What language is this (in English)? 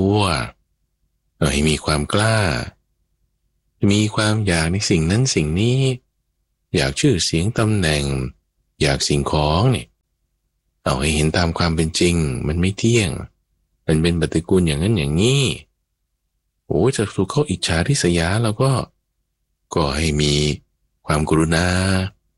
Thai